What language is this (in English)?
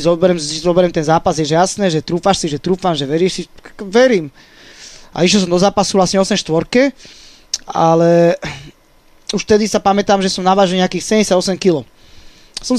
Slovak